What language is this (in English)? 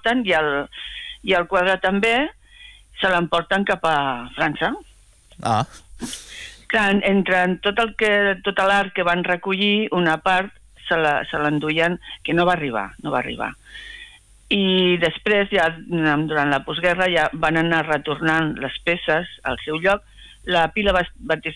Catalan